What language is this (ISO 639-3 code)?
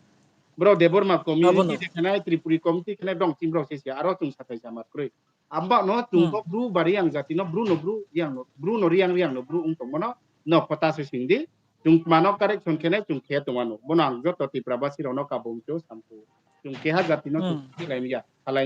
ria